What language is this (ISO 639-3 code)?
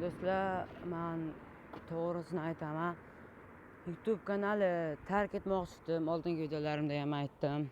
uzb